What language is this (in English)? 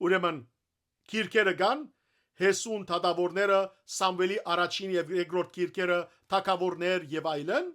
Western Armenian